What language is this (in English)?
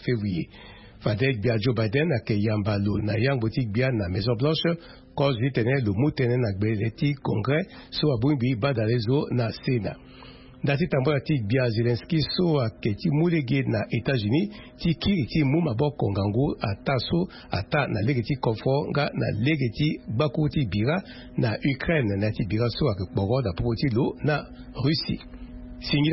Sango